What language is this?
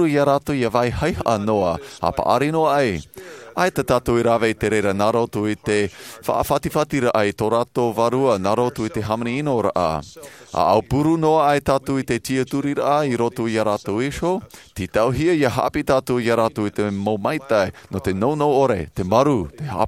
Tahitian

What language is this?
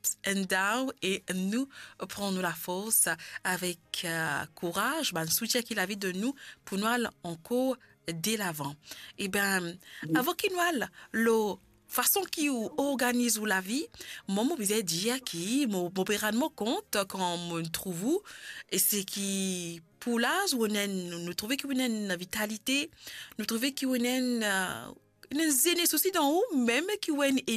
Morisyen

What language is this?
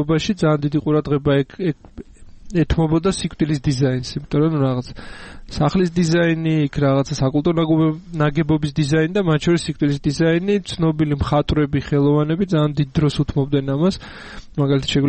Georgian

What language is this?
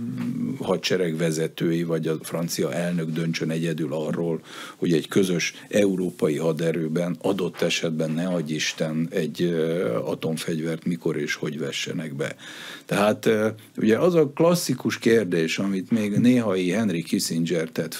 Hungarian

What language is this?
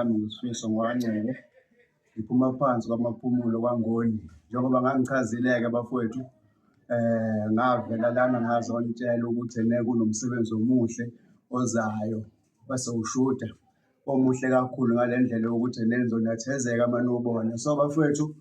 Zulu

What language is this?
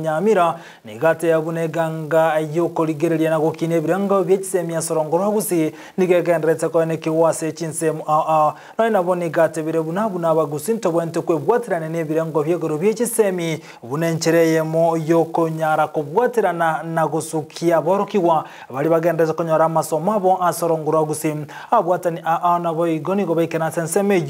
Gusii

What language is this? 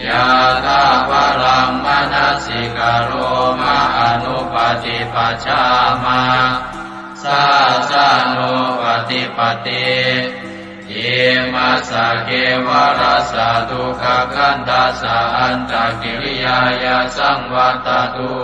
Pali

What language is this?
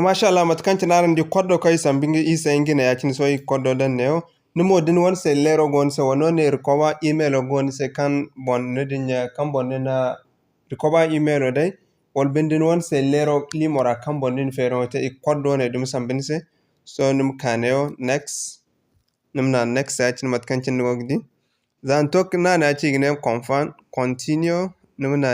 Zarma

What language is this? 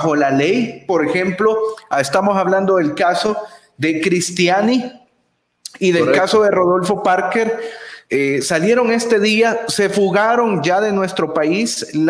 Spanish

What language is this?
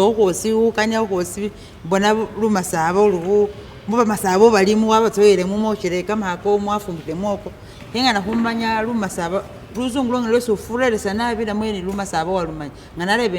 Masaaba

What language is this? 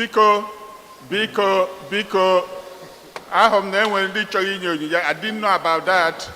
Igbo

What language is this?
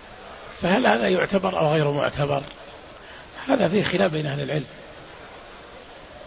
Arabic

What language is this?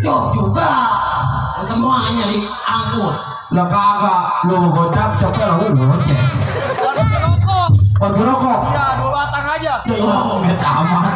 Betawi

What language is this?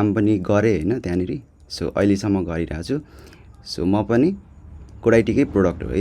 Nepali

